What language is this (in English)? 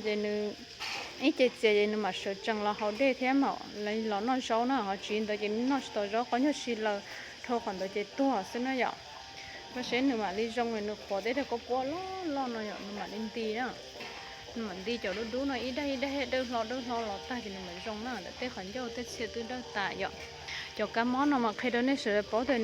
Hmong